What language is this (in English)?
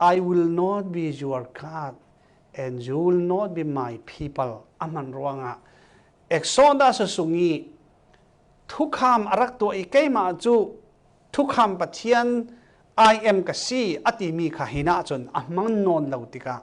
Falam Chin